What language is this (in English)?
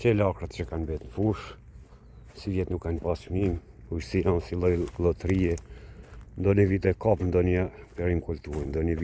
Albanian